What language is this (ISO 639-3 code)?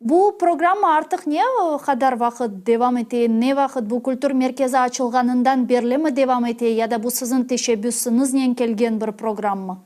crh